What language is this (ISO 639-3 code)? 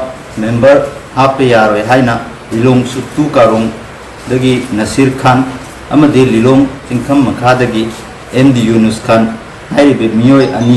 mni